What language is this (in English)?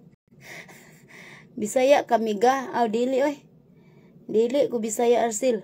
Cebuano